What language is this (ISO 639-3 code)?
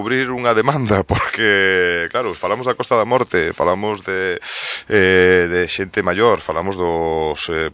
glg